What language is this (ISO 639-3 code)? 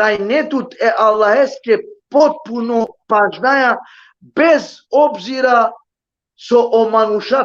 rmn